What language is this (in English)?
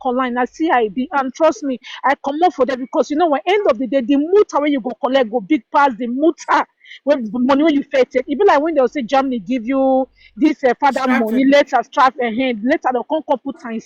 Nigerian Pidgin